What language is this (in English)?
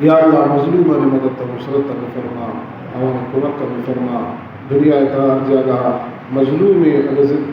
Baluchi